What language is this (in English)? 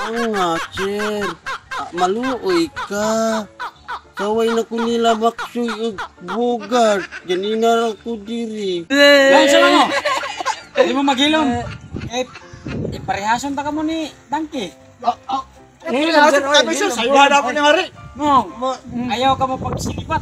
Cebuano